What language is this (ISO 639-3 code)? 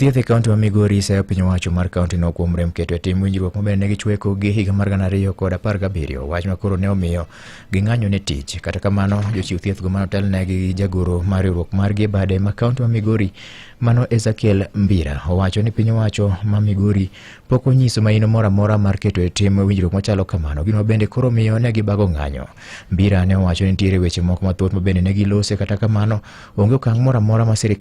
luo